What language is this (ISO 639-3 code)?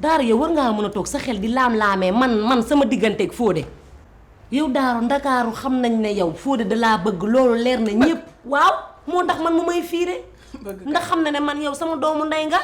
wol